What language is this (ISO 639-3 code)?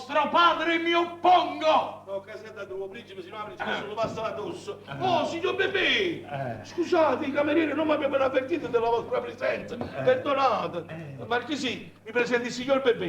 nap